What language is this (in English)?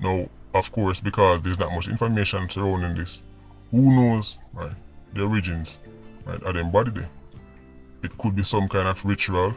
Jamaican Creole English